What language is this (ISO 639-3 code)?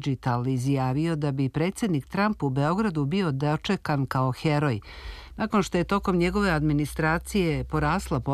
srp